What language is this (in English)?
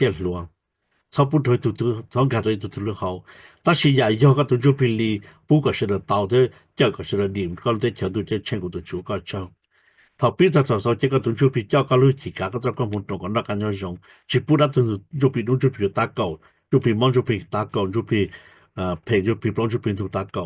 Hmong